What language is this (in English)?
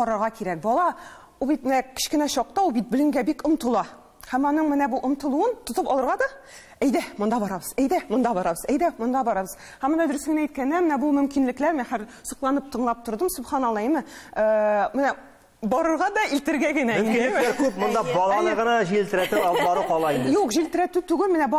Tatar